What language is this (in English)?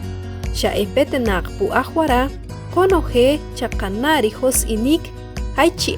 Achi